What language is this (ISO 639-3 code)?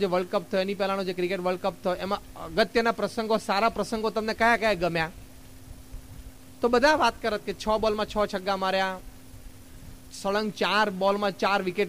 guj